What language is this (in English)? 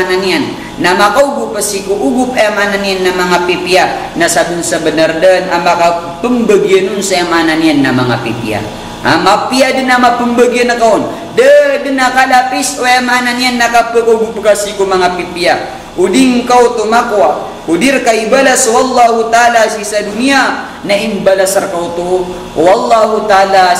Maranao